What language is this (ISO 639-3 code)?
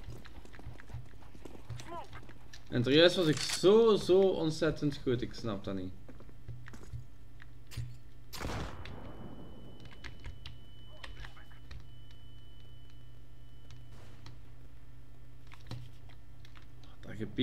nld